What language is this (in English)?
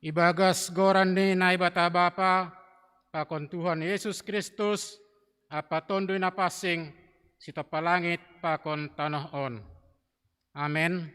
Batak Simalungun